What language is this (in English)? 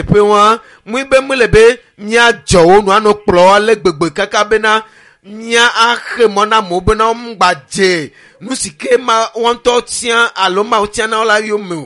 Ewe